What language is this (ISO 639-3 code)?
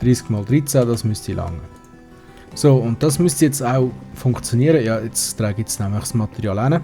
gsw